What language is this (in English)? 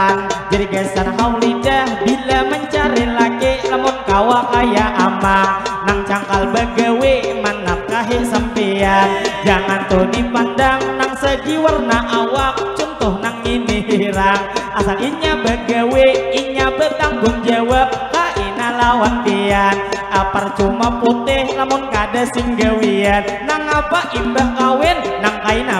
Banjar